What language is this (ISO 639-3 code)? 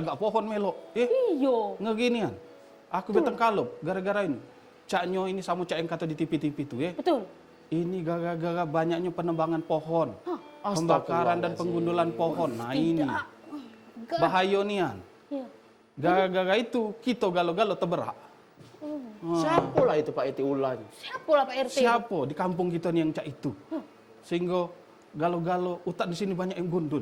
mui